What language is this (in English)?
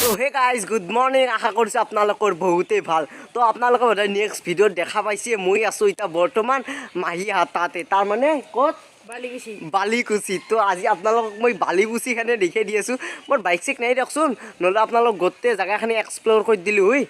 Assamese